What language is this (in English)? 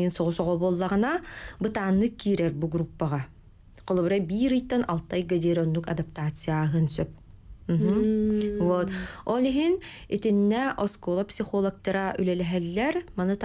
Yakut